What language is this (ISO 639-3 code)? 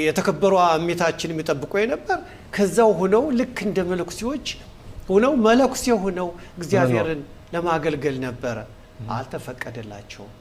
amh